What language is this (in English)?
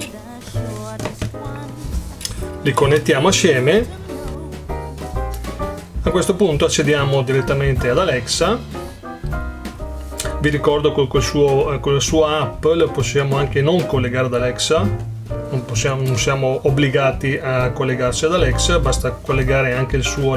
Italian